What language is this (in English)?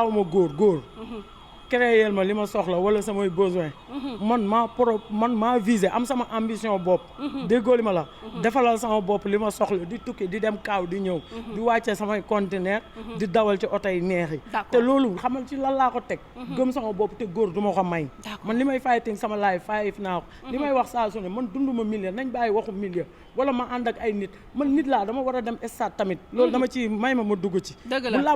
Wolof